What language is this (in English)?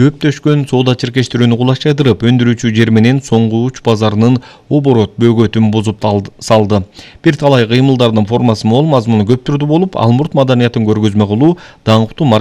Kyrgyz